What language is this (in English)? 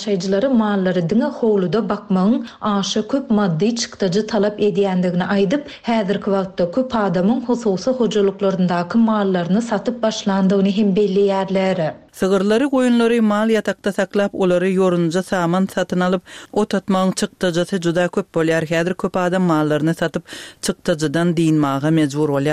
Turkmen